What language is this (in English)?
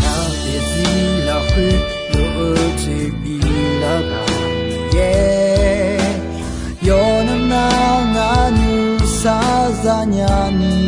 Akha